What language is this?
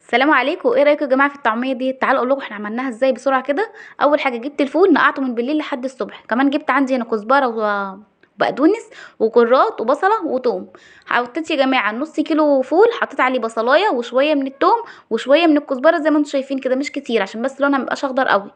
Egyptian Arabic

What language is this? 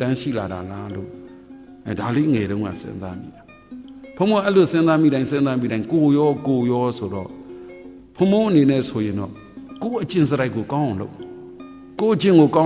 Burmese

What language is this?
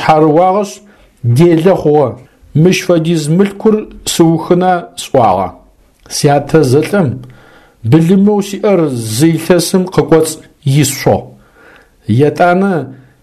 Adyghe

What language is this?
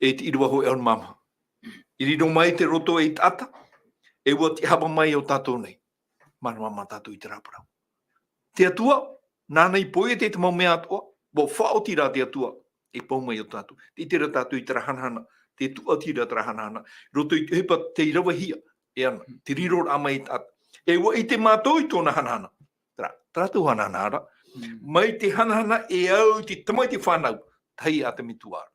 Tahitian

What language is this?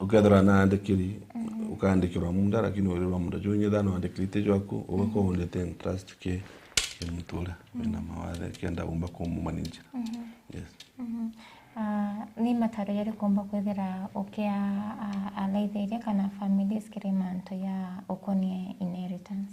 Meru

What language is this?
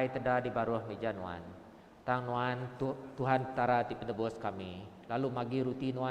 Iban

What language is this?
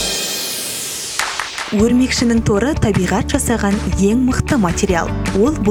Kazakh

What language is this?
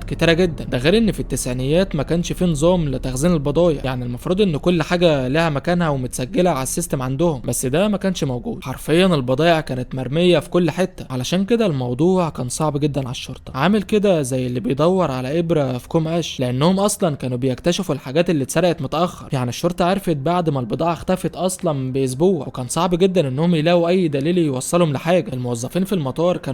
Egyptian Arabic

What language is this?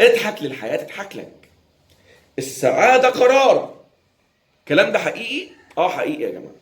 Egyptian Arabic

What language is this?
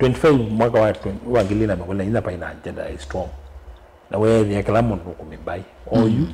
Kamba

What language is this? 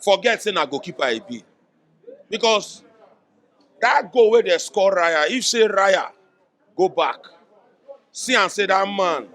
Nigerian Pidgin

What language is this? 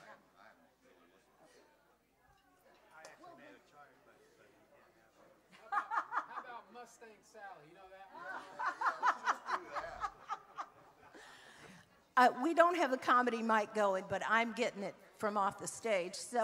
English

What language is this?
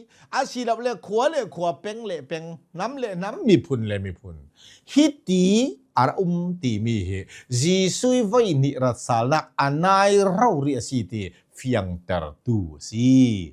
Hakha Chin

